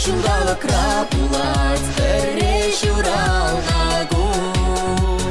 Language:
Chuvash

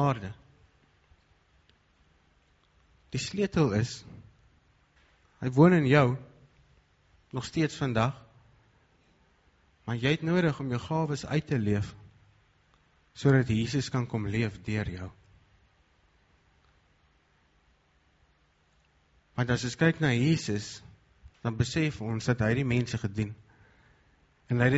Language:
Afrikaans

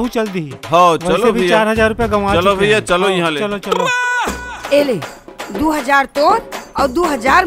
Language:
Chhattisgarhi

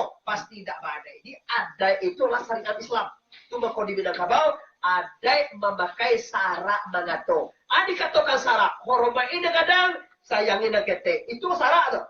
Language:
Minangkabau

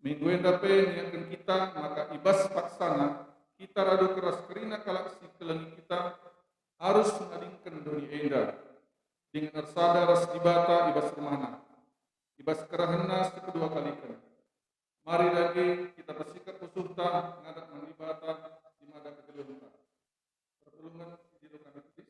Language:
Batak Karo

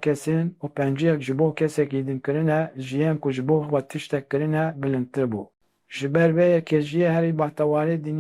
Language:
Kurdish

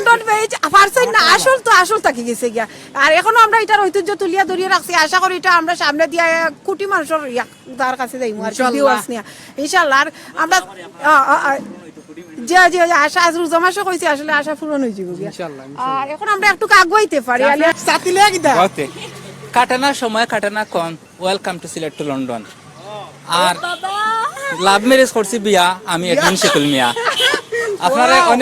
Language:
Sylheti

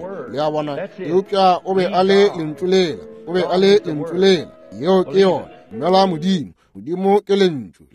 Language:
Northern Sotho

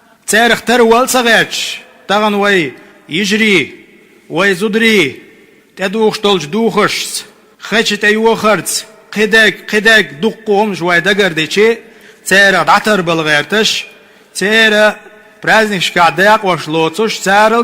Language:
Chechen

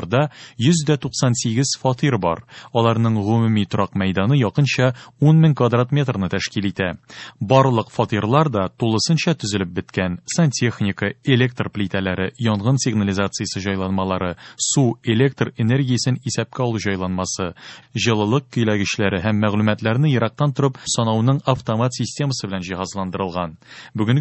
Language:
Tatar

